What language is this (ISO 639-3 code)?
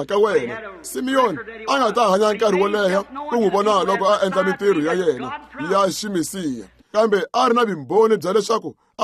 tso